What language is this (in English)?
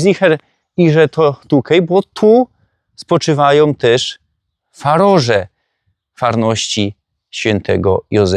Silesian